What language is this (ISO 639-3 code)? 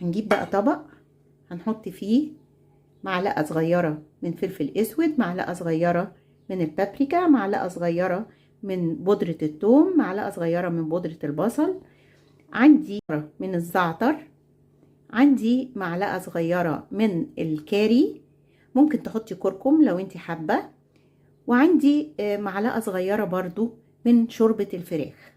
arz